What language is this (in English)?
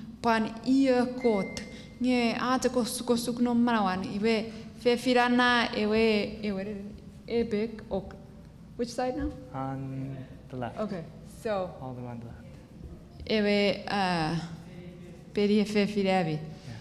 Chuukese